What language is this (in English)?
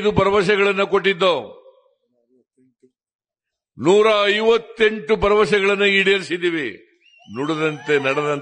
Kannada